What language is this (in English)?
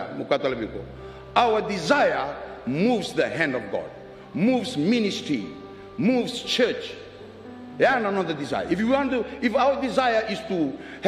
Fijian